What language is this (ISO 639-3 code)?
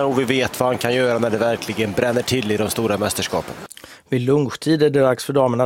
swe